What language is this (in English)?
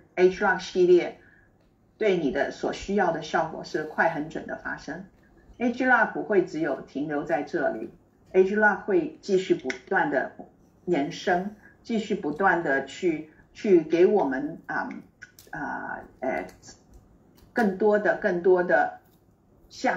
Chinese